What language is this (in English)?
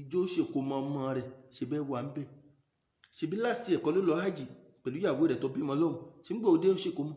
Yoruba